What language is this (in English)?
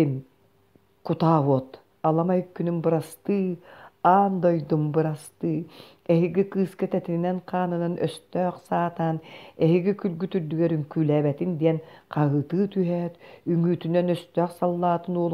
Yakut